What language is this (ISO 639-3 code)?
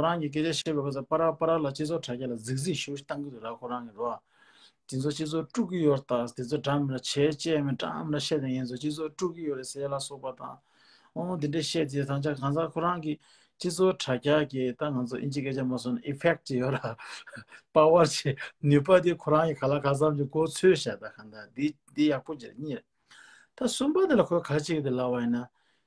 bod